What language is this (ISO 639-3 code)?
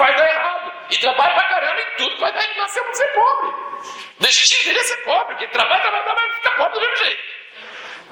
por